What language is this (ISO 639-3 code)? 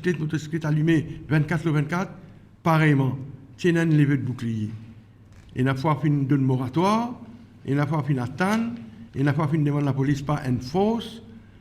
mfe